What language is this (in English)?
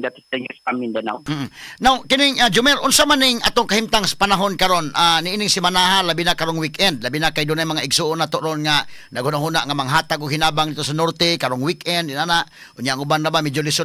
Cebuano